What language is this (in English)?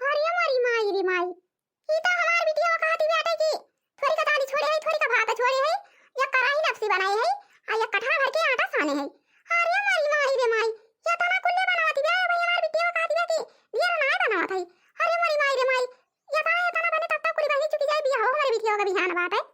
Awadhi